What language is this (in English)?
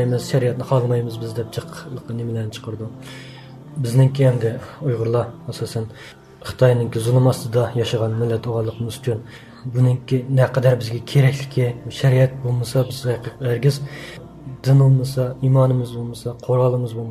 Uyghur